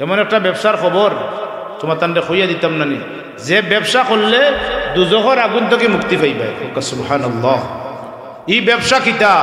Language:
Sylheti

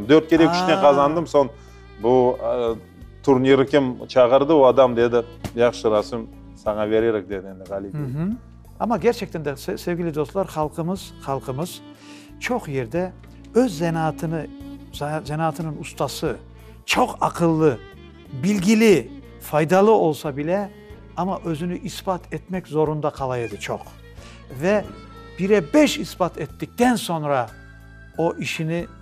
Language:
Crimean Tatar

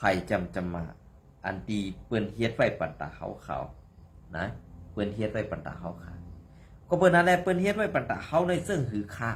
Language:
Shan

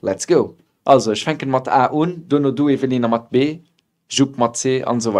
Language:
Luxembourgish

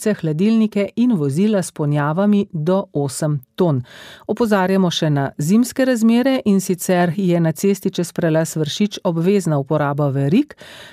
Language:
Slovenian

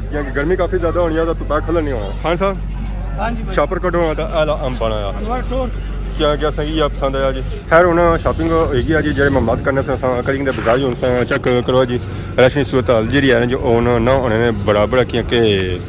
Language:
Pahari-Potwari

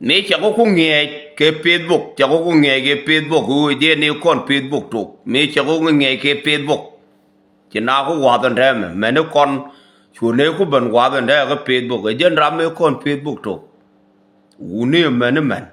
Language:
Nuer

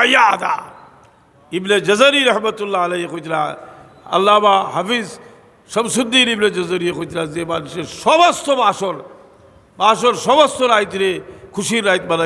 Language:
Sylheti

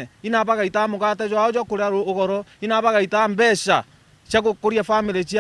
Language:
Meru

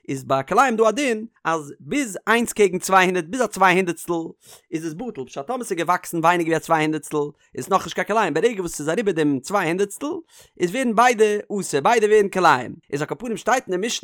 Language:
Yiddish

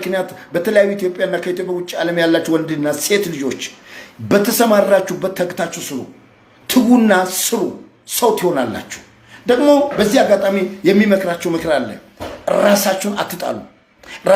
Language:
Amharic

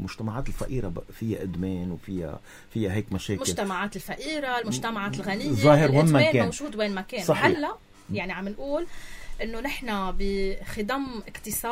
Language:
North Levantine Arabic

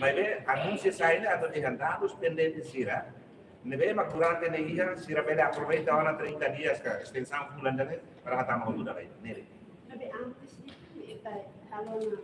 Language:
Tetum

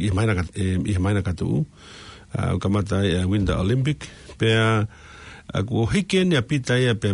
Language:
Tongan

